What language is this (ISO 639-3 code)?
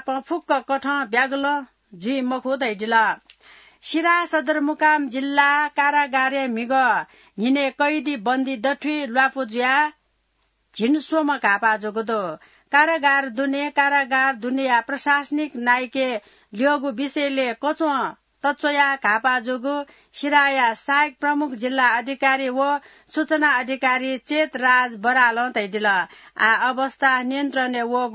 new